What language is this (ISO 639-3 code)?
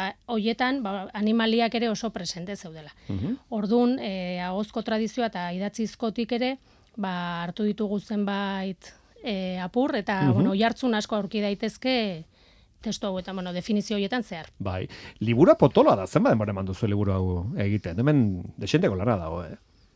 eus